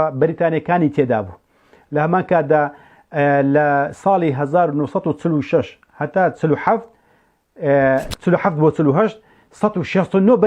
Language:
Central Kurdish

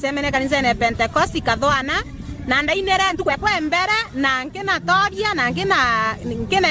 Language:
Meru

